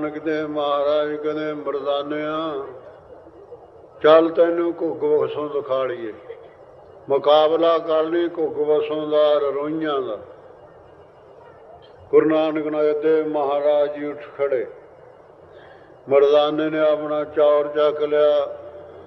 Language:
Punjabi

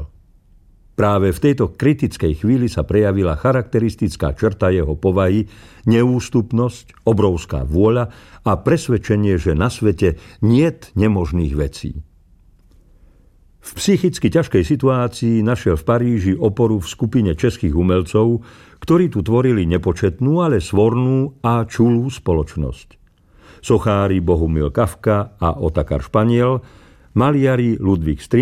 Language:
Slovak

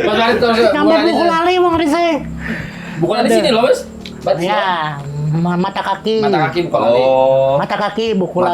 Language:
Banjar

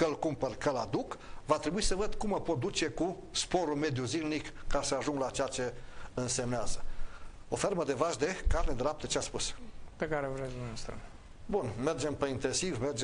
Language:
Romanian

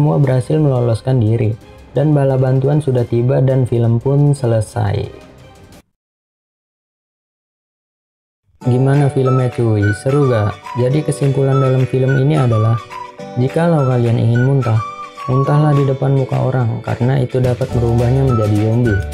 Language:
Indonesian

